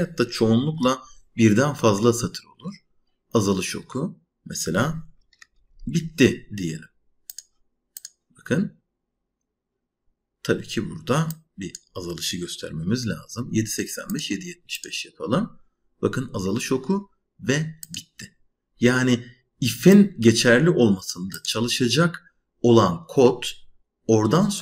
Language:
Turkish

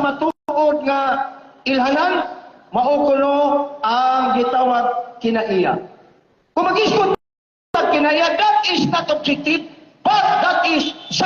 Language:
Cebuano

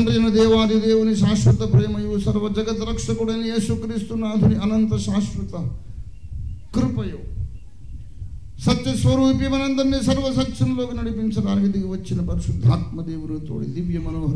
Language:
Telugu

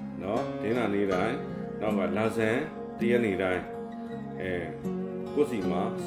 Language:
Burmese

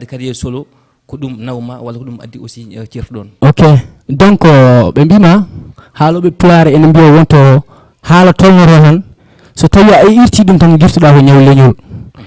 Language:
Fula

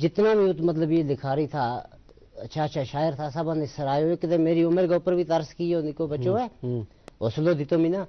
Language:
Gujari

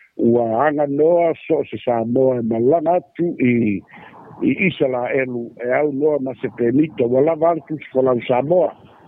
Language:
Samoan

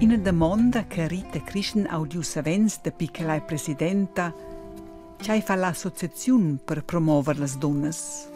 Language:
Romansh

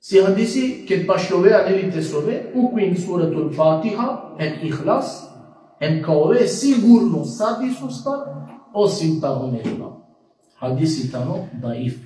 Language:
Balkan Romani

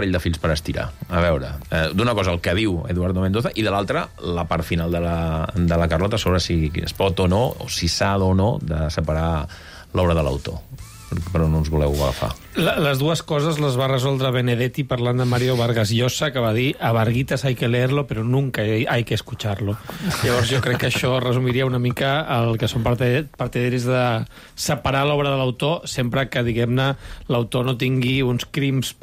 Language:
Catalan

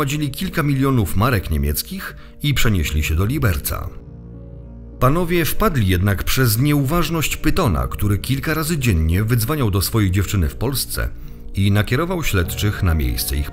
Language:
Polish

